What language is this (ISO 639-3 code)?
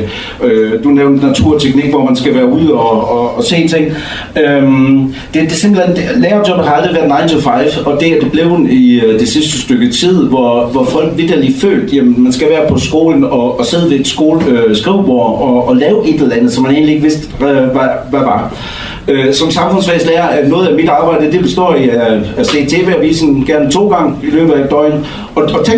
dan